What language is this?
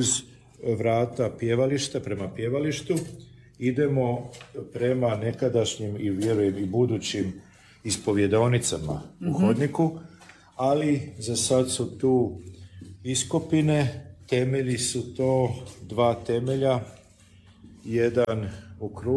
Croatian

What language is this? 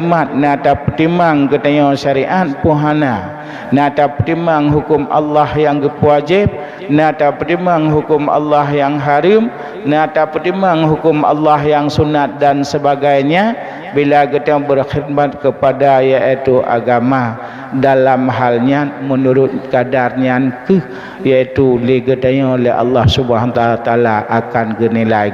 Achinese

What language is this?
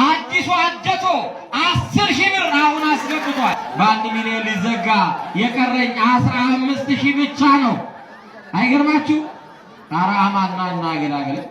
Amharic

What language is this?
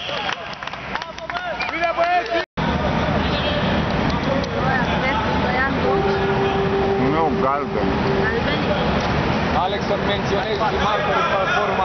Romanian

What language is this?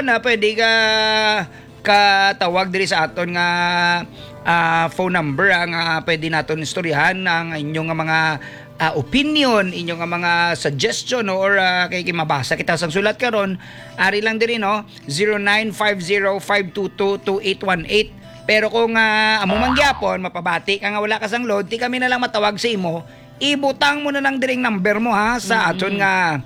Hiligaynon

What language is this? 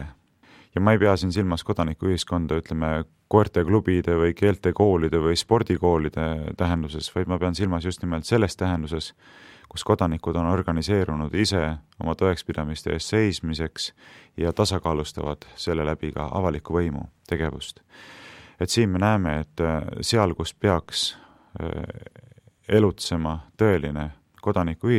Estonian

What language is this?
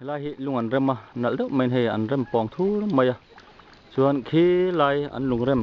Mizo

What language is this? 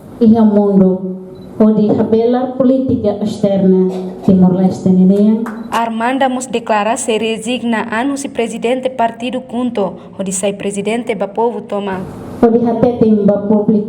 Tetum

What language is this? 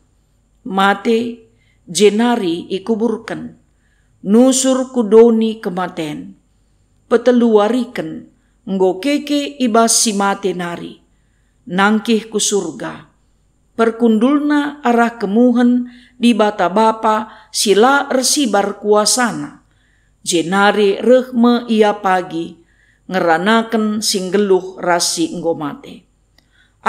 Batak Karo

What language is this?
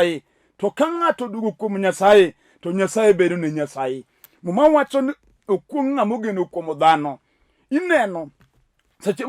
Luo (Kenya and Tanzania)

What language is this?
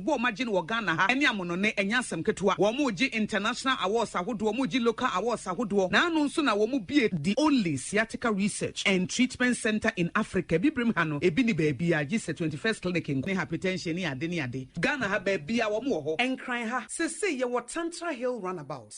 Akan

